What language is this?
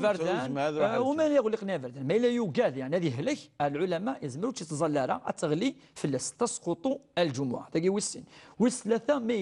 Kabyle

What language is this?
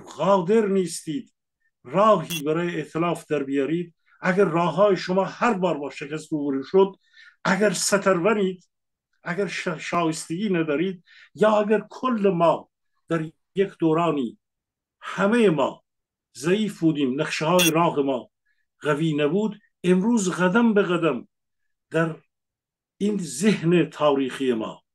Persian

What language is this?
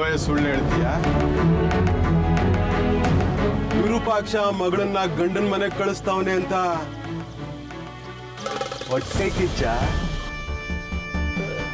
Kannada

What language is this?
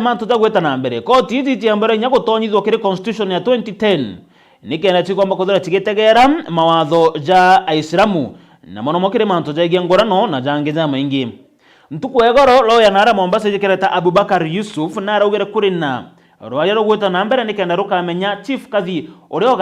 Meru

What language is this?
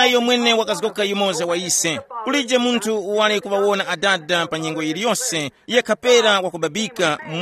Tumbuka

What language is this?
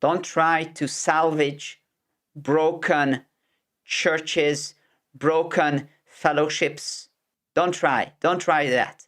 English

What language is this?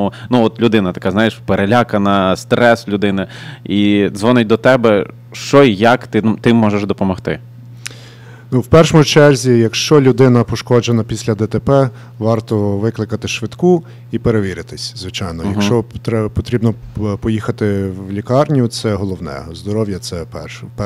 Ukrainian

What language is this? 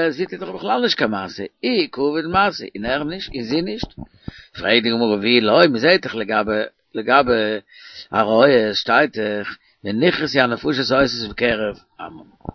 Yiddish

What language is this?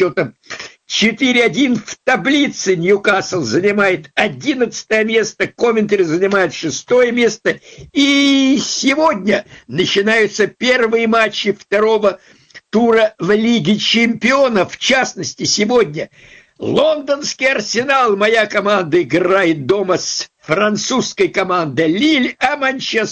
Russian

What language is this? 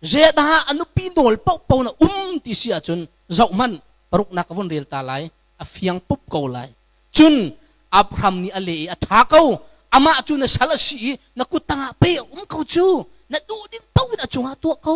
Hakha Chin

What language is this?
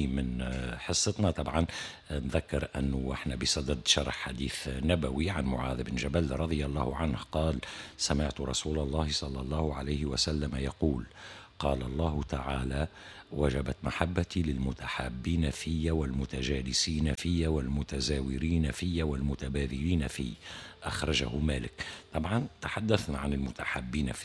Tunisian Arabic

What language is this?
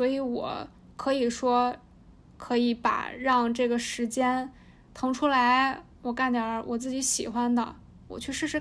Chinese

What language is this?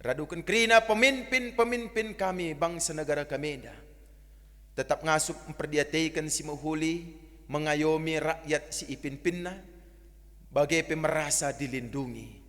Batak Karo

